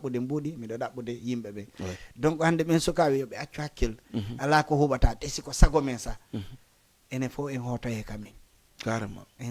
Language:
Fula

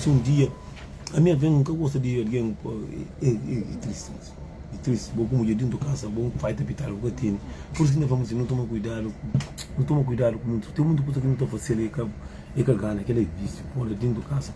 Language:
Kabuverdianu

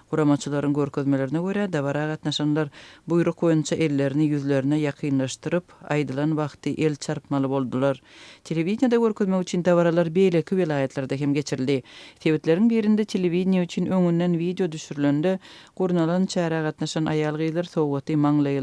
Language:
Turkmen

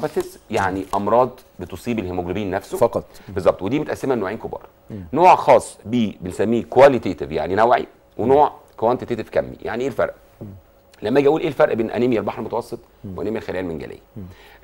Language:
Egyptian Arabic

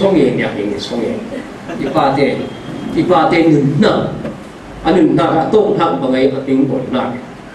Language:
Falam Chin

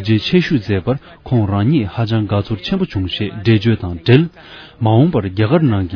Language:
Tibetan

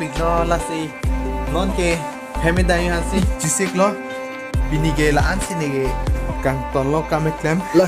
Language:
Karbi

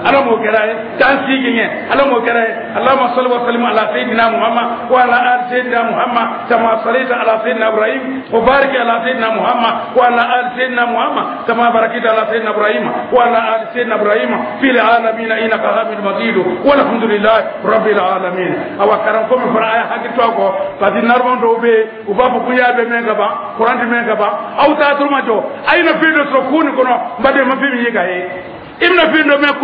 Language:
Dyula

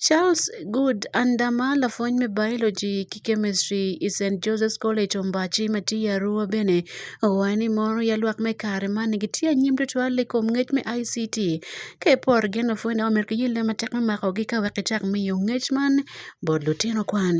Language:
Acoli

